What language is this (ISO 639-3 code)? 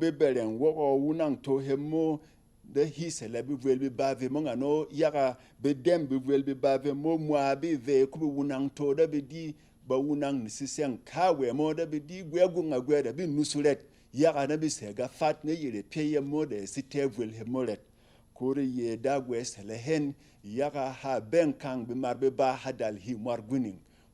bom